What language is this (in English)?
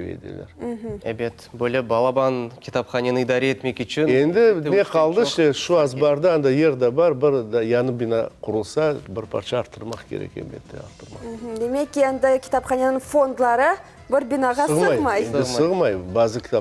Crimean Tatar